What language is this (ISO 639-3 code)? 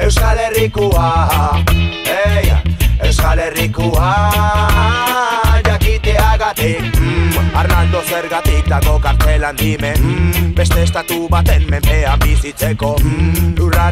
eus